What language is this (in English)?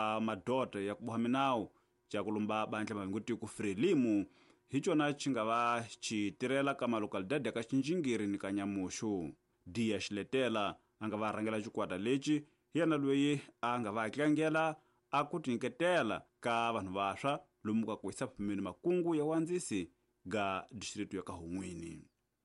Tsonga